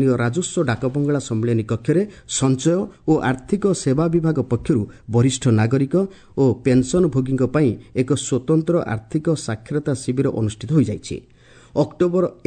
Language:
Odia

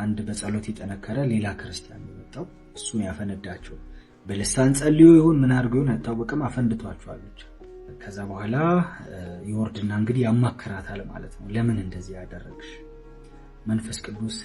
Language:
Amharic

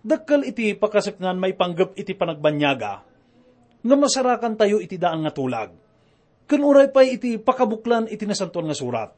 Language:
Iloko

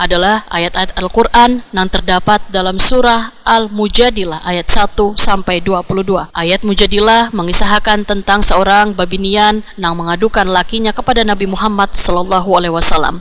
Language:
Banjar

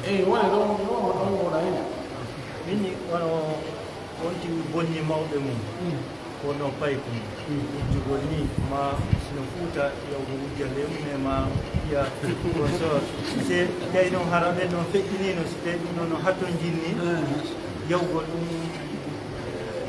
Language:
Pular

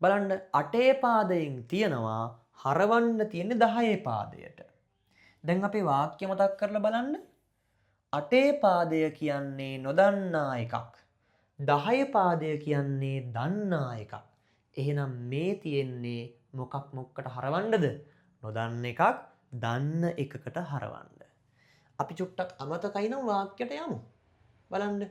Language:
Sinhala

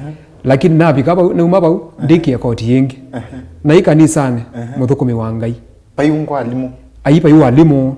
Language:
Kamba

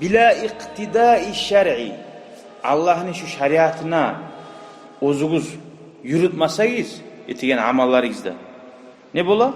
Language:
Kumyk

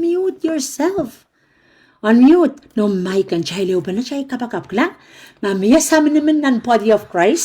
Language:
Pohnpeian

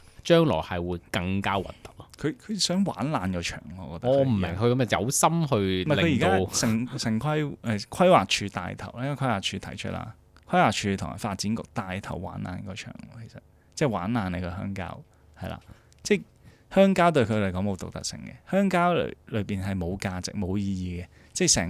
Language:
Cantonese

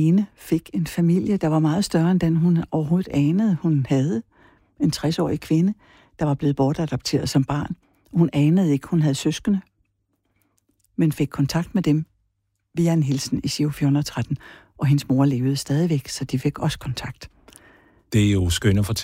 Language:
Danish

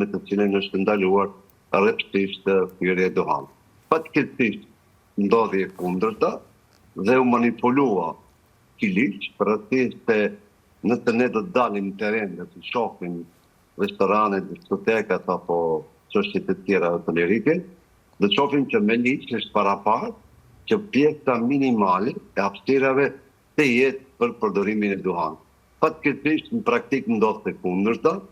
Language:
Albanian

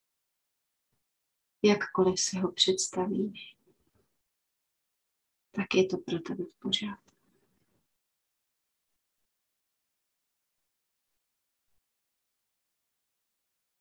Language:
Czech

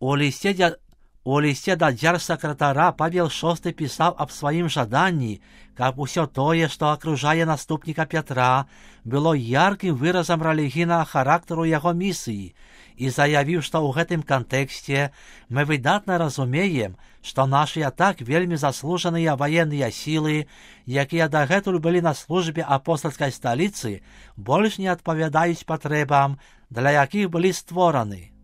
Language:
Belarusian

